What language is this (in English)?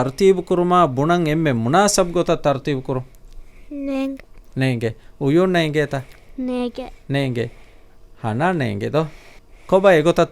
Divehi